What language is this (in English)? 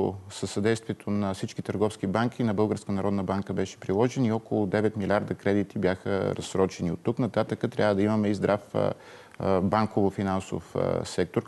Bulgarian